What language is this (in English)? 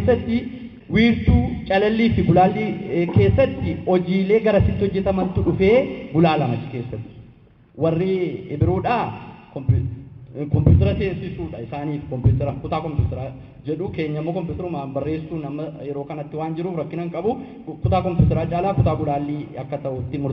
Oromo